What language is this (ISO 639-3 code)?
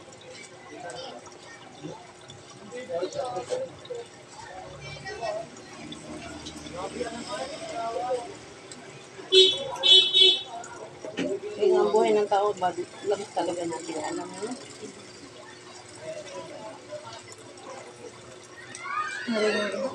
fil